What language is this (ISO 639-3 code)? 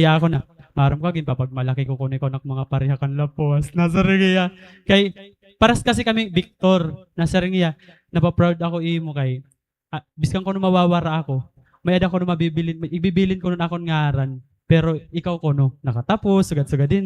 war